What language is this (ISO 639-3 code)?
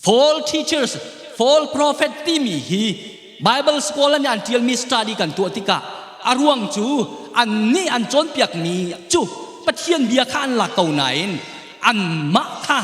cnh